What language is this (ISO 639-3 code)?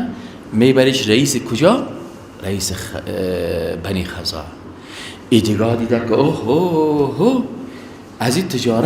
fas